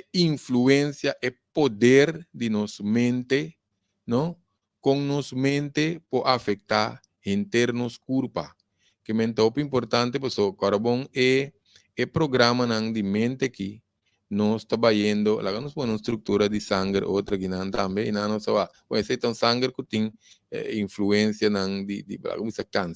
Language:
Papiamento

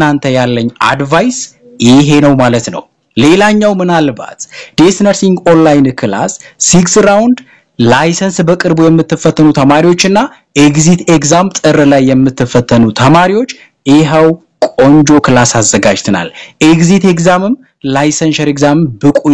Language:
Amharic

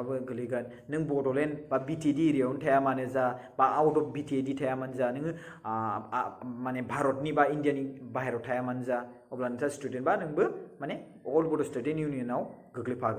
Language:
Bodo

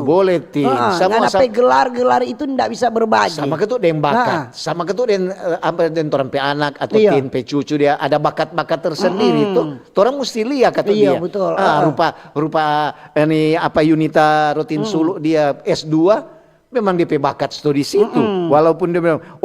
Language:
Manado Malay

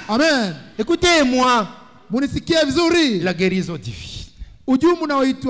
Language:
Swahili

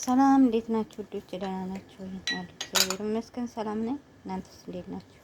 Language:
Amharic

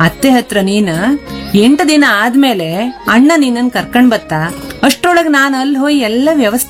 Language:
Kannada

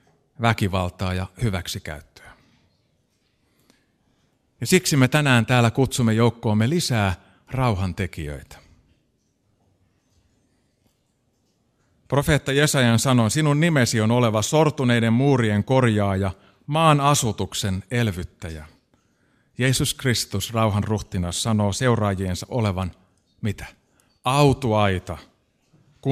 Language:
Finnish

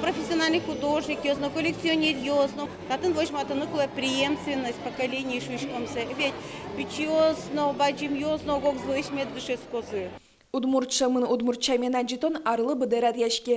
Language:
Udmurt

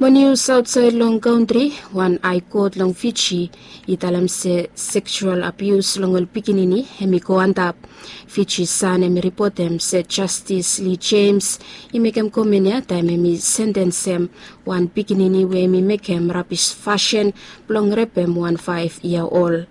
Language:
Bislama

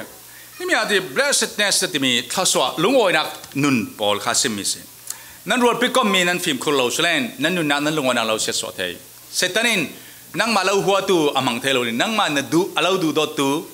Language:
Falam Chin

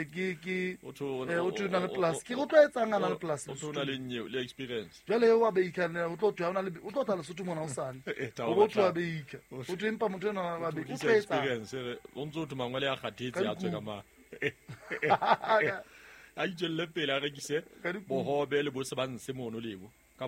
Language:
Southern Sotho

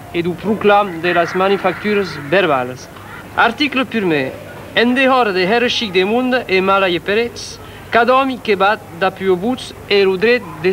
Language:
Occitan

